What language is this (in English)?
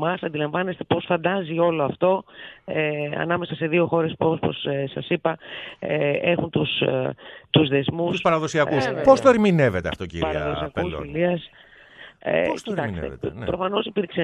Greek